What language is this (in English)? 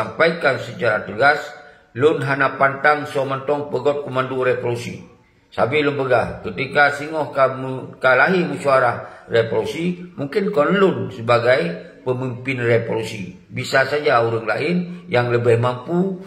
Achinese